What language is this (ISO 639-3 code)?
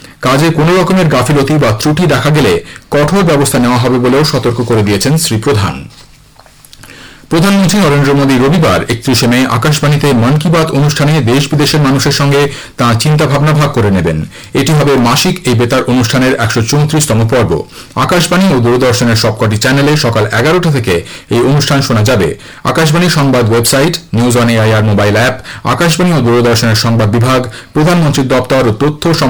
ben